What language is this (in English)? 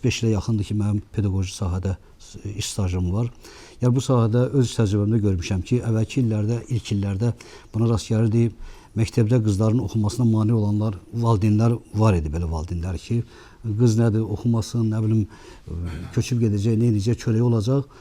Azerbaijani